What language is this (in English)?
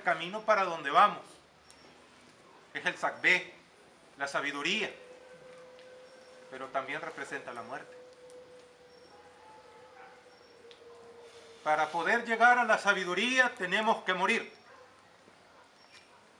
Spanish